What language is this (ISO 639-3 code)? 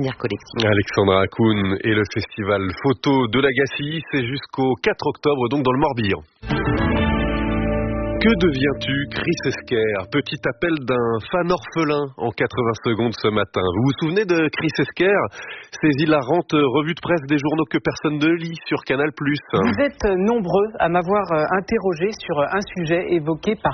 fra